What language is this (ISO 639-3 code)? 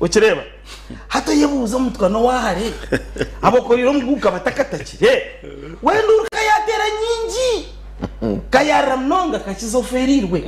nyn